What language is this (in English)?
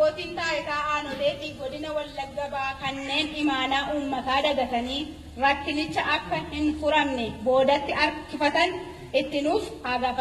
Oromo